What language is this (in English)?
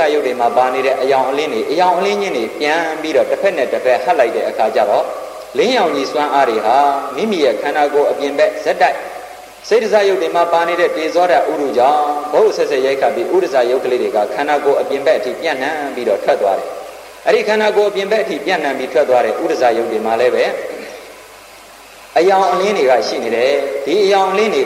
Burmese